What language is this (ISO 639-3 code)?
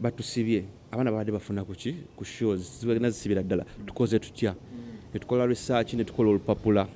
lug